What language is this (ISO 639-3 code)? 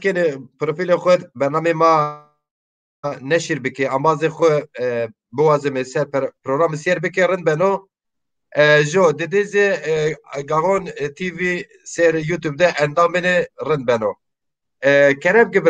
zza